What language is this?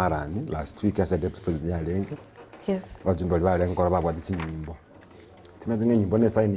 Gusii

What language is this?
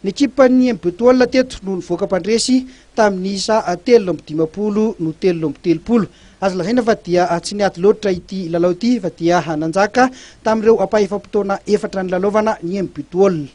Malagasy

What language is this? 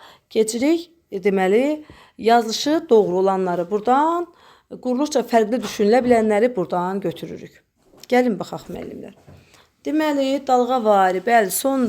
Azerbaijani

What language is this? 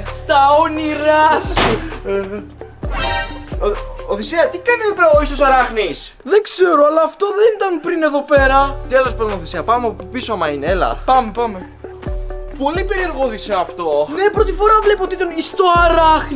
Greek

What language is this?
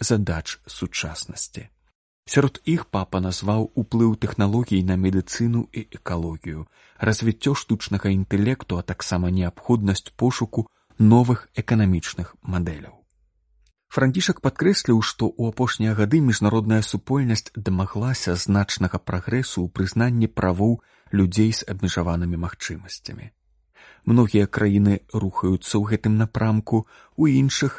Belarusian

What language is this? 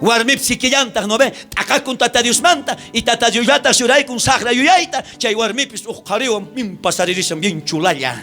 South Bolivian Quechua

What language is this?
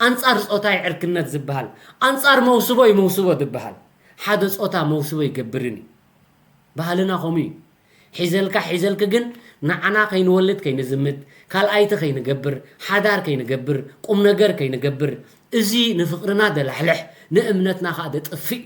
Tigrinya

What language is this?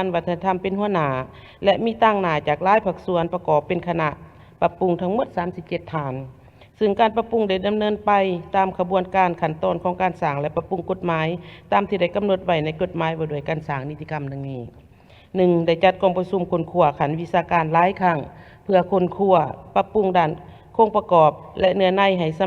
Lao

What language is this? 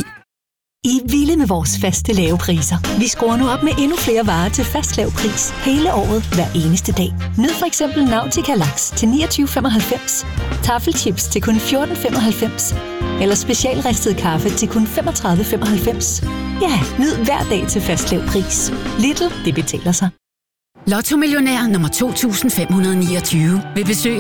Danish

